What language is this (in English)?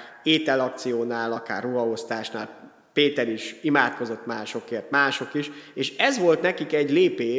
Hungarian